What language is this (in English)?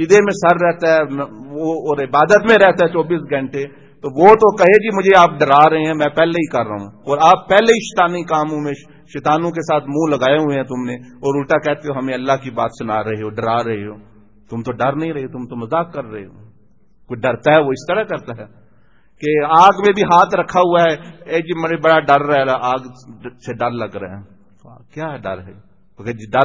Urdu